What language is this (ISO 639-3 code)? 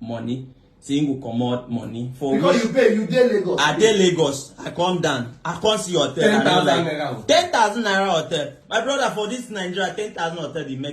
pcm